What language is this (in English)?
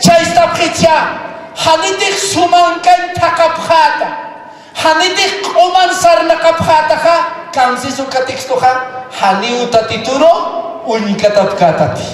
Aymara